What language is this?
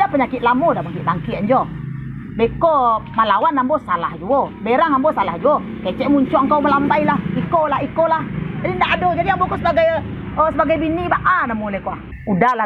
Minangkabau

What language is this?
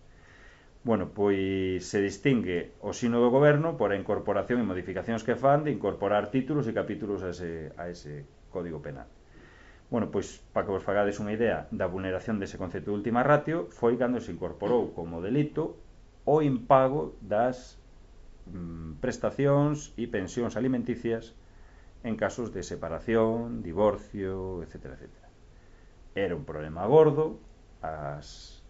Galician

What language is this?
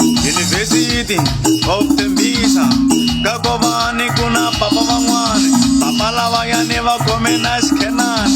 Tsonga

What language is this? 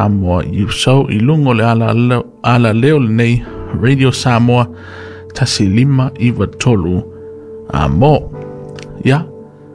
Samoan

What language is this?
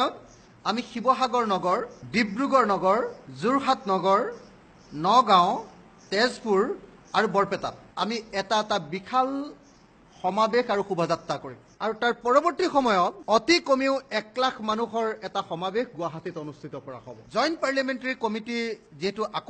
Assamese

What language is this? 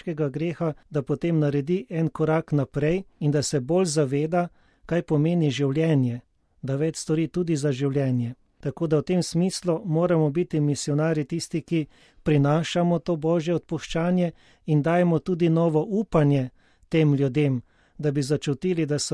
Slovenian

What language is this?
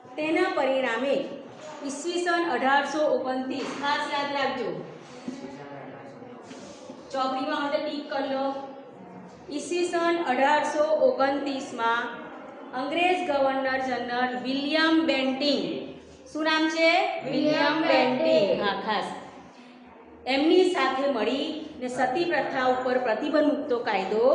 Gujarati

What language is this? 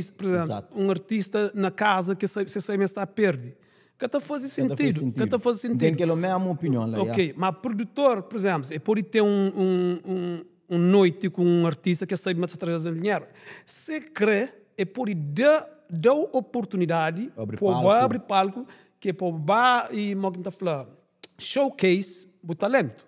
Kabuverdianu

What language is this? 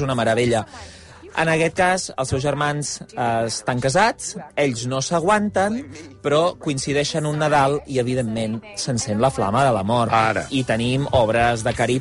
Catalan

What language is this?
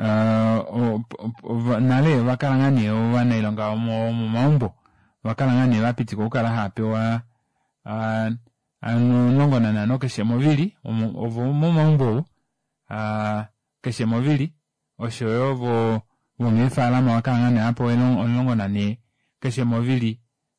Kuanyama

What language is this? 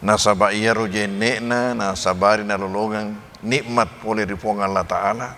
Buginese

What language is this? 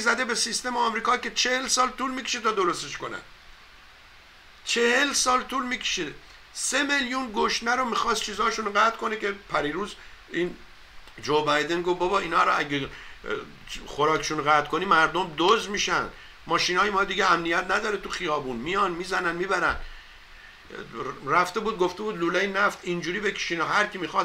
Persian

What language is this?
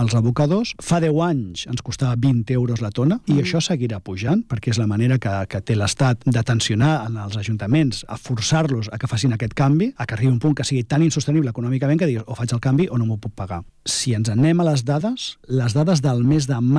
Catalan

